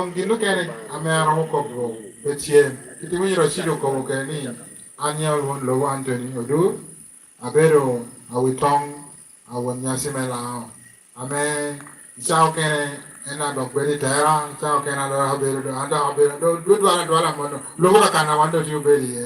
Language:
Lango (Uganda)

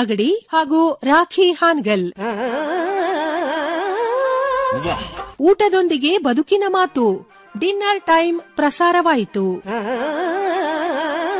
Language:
Kannada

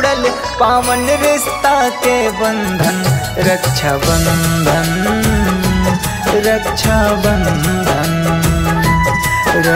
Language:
Bhojpuri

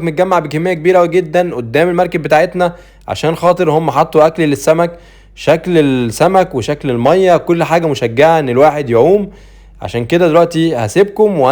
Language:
Egyptian Arabic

